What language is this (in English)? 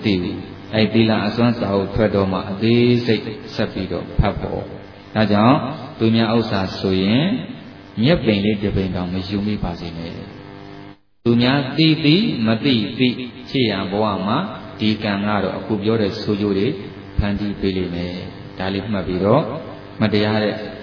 Burmese